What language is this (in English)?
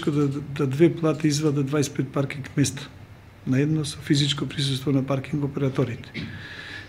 Macedonian